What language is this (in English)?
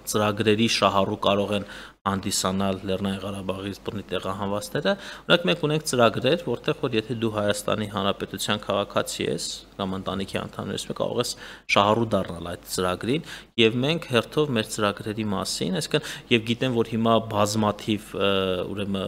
Armenian